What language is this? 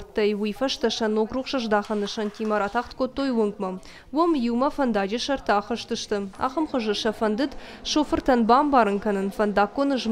Ossetic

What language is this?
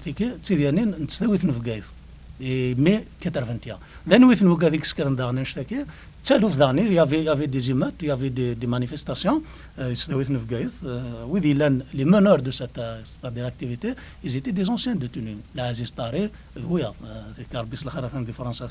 Kabyle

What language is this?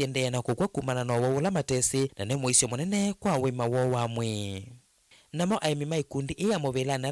Kamba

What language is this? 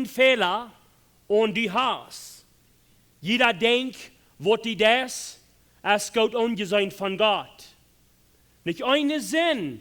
Plautdietsch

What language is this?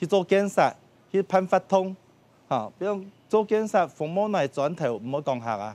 Hakka Chinese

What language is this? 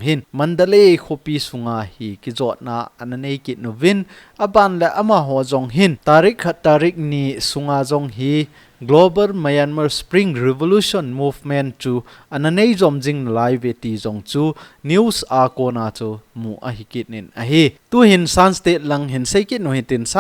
Thado Chin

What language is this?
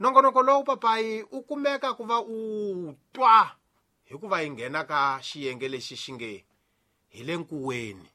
Tsonga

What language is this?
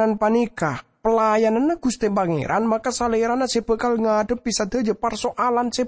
Madurese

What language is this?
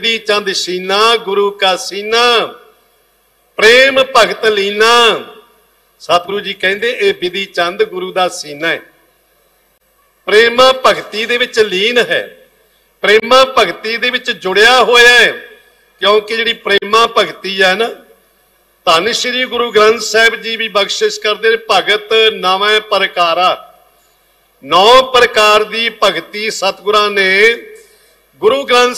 Punjabi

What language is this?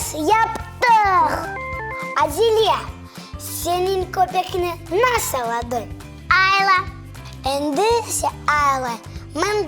Crimean Tatar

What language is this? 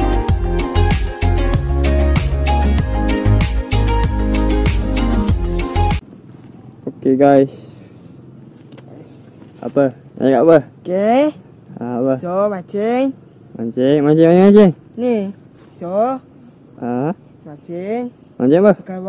Malay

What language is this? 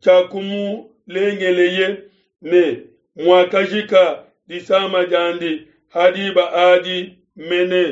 Luba-Lulua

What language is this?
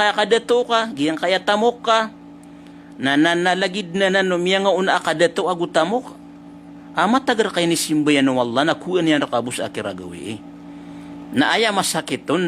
Maranao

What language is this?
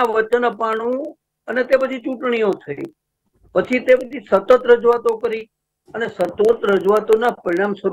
Gujarati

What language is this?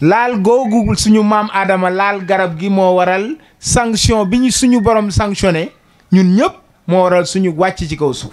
Wolof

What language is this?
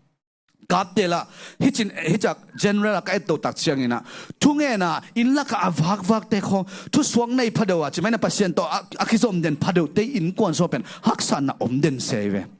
Tedim Chin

